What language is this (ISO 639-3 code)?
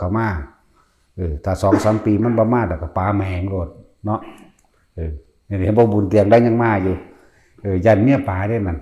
tts